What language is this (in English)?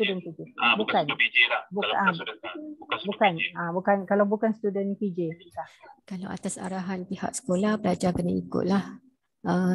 Malay